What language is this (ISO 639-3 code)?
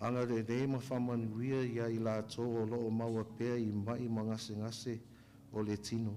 smo